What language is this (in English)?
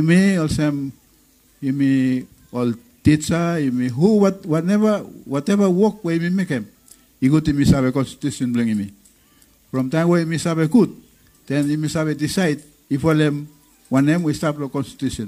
Bislama